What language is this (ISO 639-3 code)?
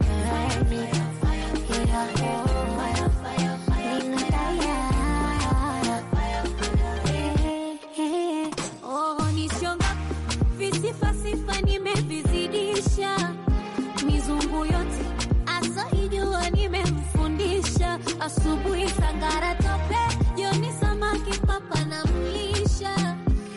swa